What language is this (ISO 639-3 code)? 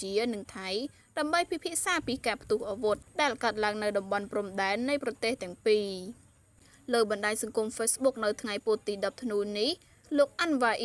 khm